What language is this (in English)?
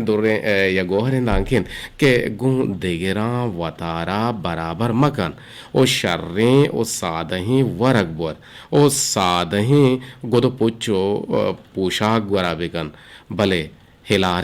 Eastern Balochi